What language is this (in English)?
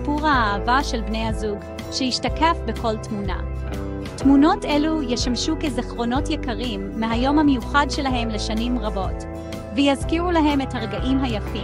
Hebrew